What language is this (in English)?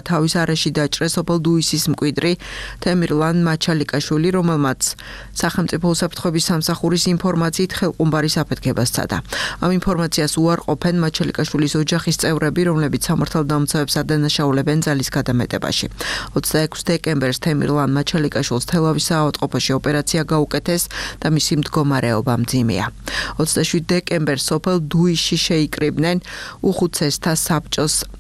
Georgian